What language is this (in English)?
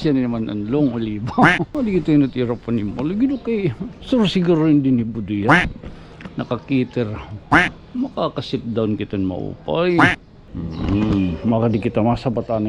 Waray